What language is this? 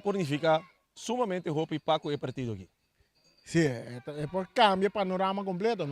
Papiamento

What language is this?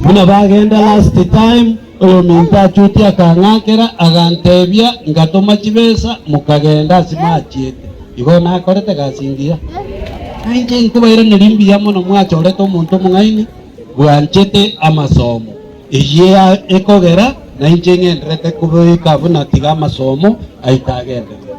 Gusii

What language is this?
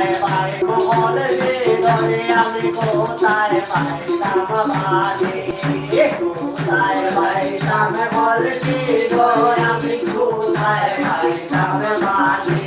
Sylheti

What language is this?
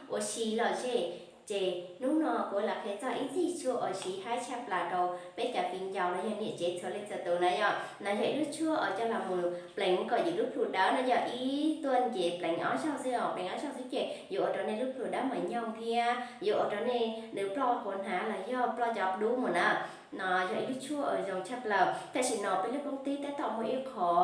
Hmong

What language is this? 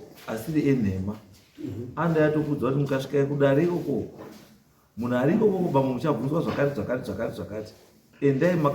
Shona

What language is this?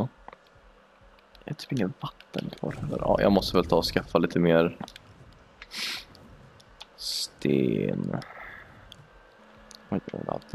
Swedish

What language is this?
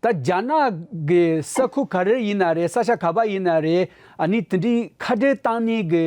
Tibetan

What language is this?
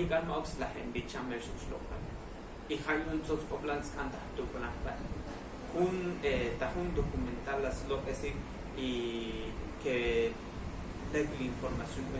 Tzotzil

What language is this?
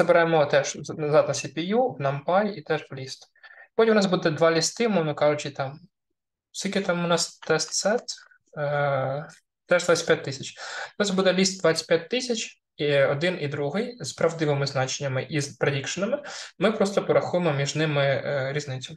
Ukrainian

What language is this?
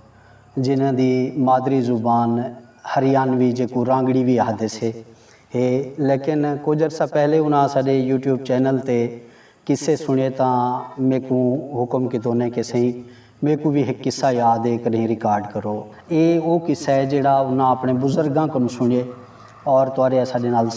Saraiki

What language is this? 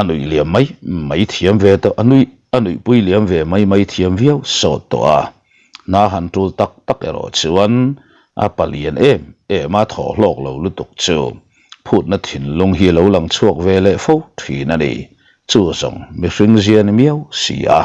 Mizo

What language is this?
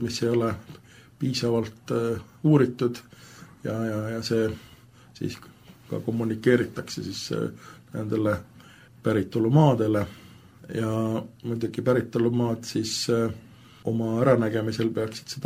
Estonian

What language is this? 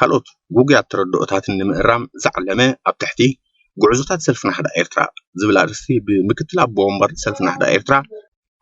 Tigrinya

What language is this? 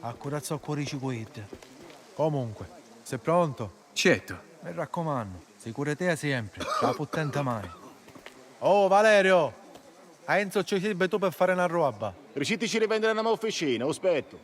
Sicilian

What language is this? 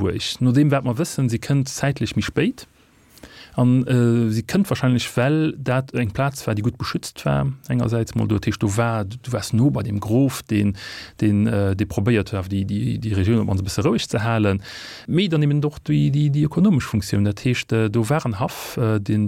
Luxembourgish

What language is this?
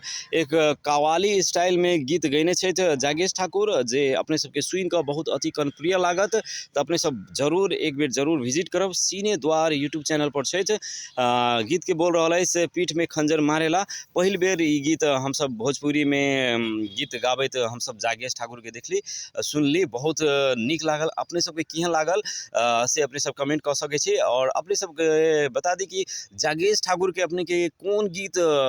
Maithili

